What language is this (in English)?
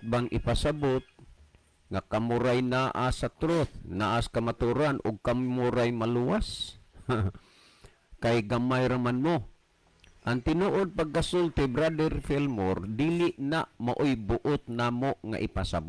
Cebuano